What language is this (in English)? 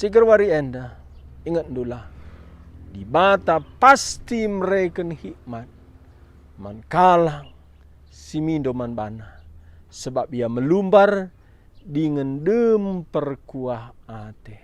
Batak Karo